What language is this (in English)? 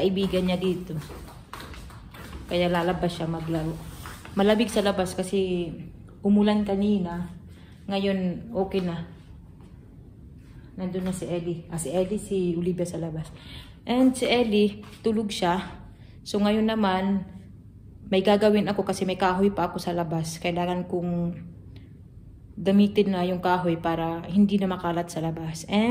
Filipino